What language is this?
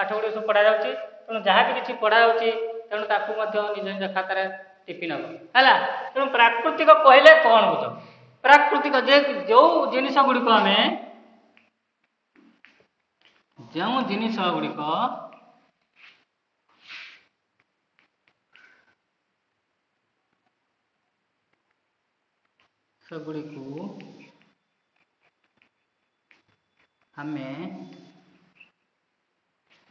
Odia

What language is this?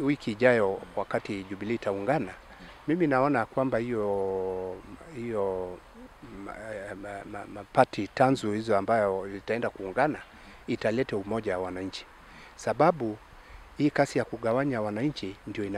Swahili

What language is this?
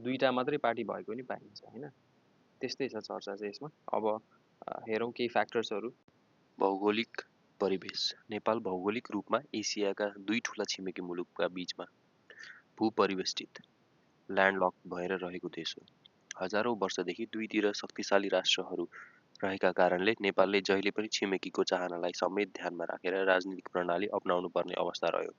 Nepali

